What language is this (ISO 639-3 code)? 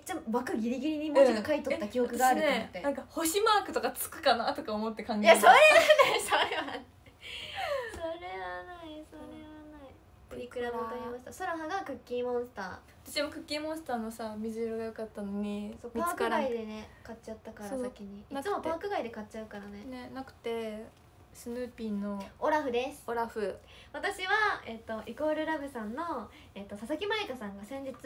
jpn